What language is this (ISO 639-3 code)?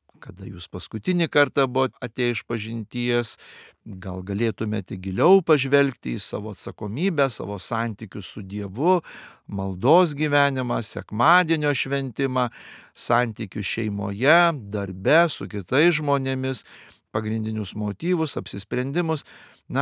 lit